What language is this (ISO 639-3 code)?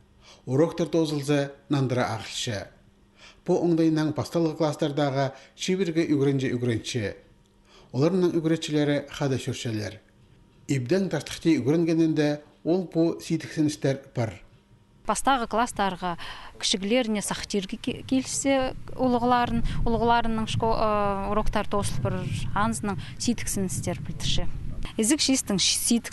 kjh